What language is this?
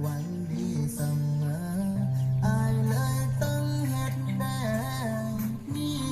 Lao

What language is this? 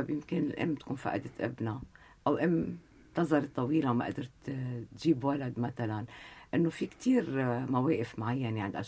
North Levantine Arabic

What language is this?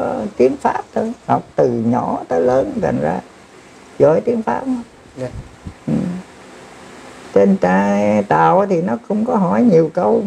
Vietnamese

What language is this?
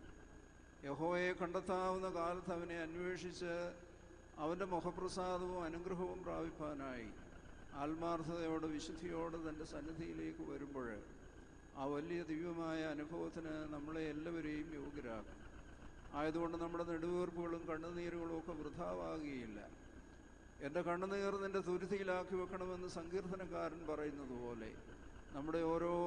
Malayalam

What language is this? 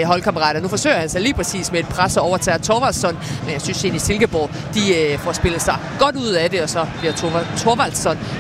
Danish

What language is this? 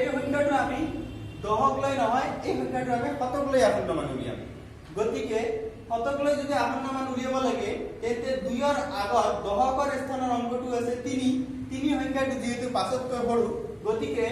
Assamese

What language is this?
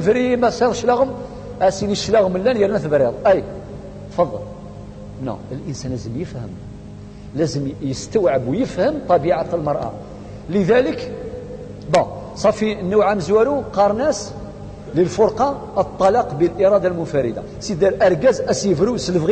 Kabyle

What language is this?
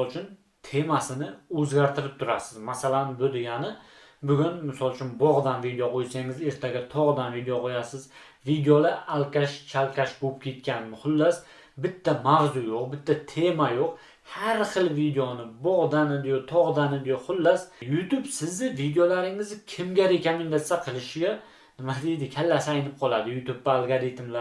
Uzbek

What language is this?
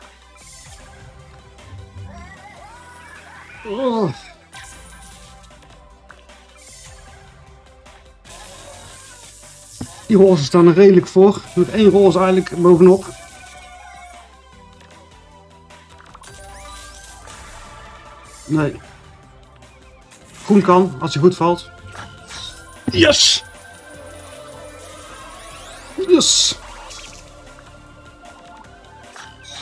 Dutch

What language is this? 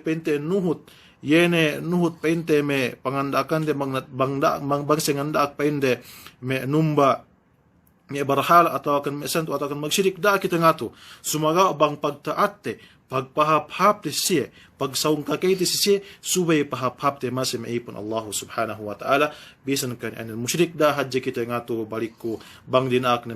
Yakan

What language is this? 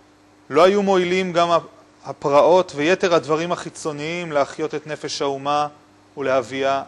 Hebrew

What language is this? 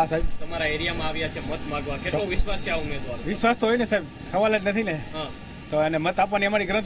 Gujarati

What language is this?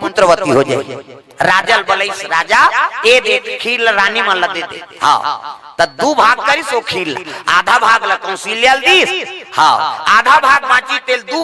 Chhattisgarhi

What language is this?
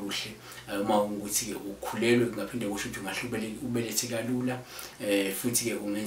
Zulu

